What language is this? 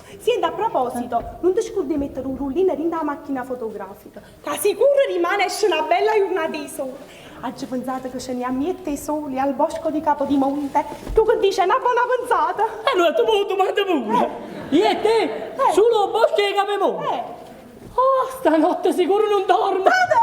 Neapolitan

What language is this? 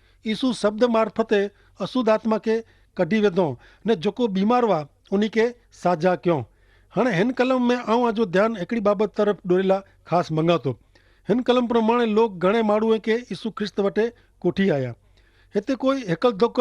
Kachhi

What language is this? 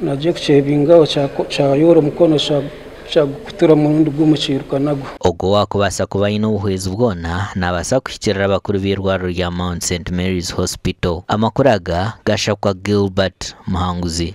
Nyankole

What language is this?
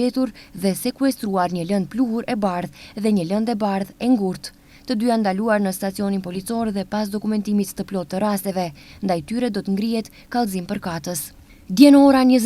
Albanian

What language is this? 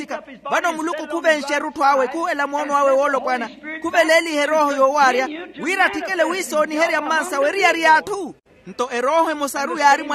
Makhuwa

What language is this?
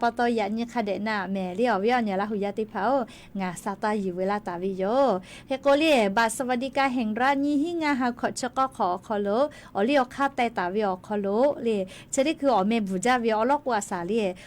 Lahu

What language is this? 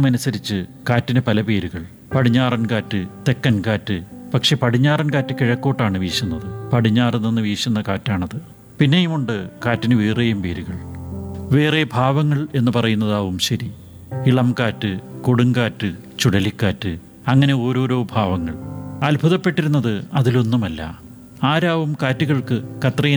Malayalam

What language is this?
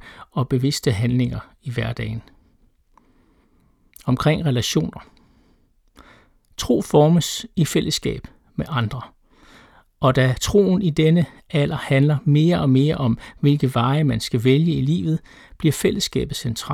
Danish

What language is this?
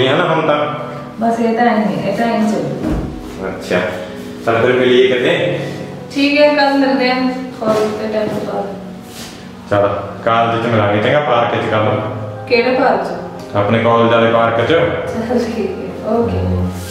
Punjabi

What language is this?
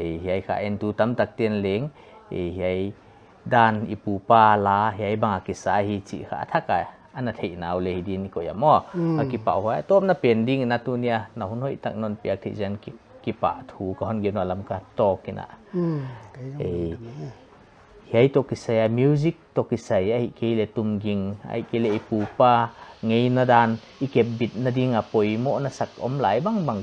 Paite Chin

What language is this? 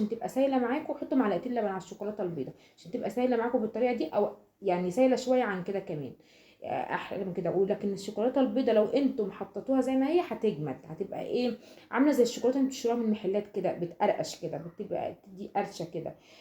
Egyptian Arabic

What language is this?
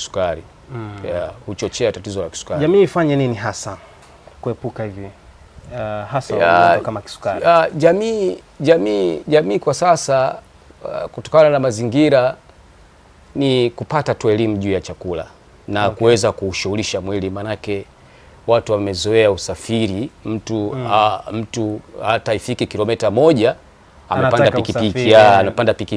Swahili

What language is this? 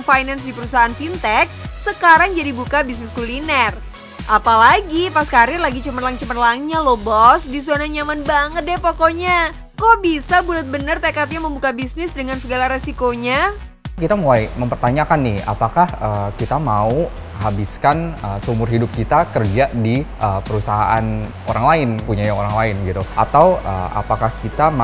Indonesian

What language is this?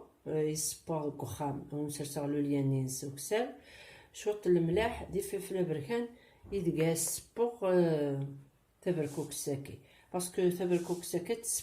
Kabyle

